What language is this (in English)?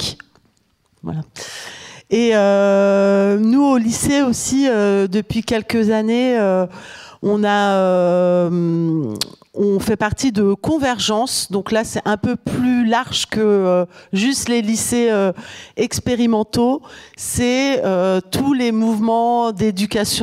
French